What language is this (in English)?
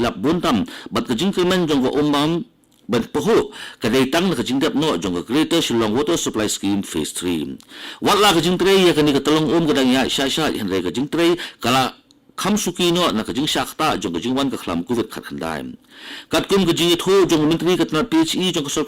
Khasi